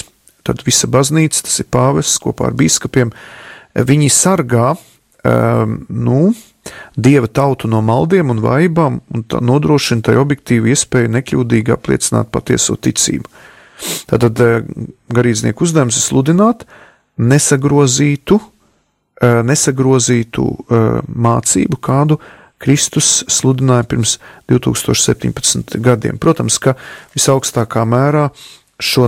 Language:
Latvian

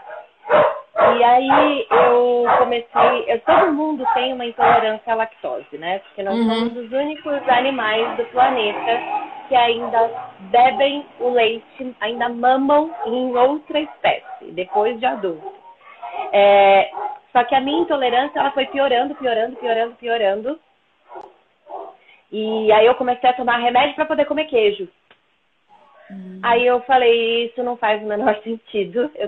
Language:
Portuguese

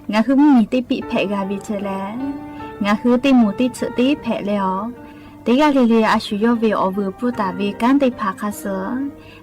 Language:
Lahu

